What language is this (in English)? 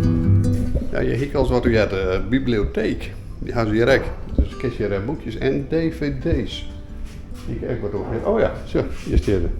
Western Frisian